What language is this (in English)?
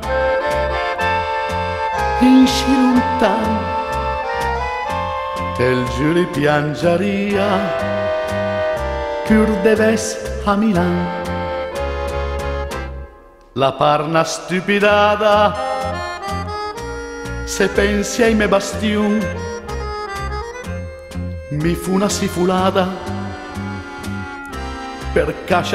Lombard